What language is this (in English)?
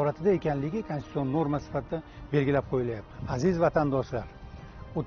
Uzbek